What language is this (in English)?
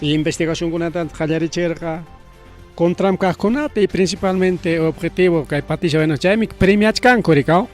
Ayacucho Quechua